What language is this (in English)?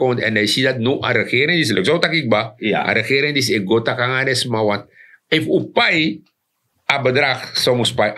Sranan Tongo